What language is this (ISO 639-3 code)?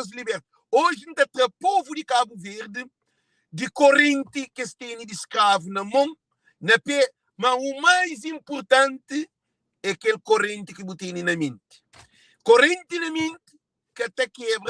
kea